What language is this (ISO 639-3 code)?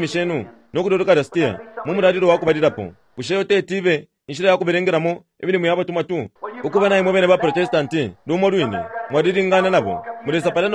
bem